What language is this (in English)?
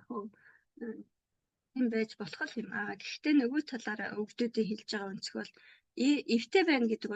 Mongolian